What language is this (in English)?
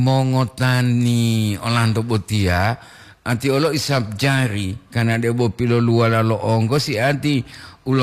Gorontalo